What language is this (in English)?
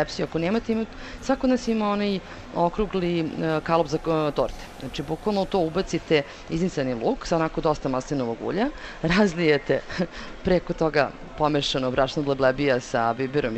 Serbian